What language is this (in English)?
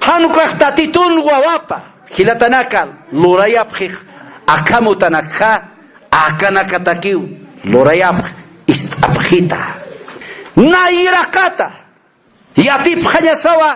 Aymara